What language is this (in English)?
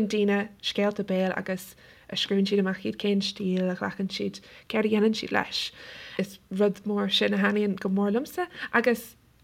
Irish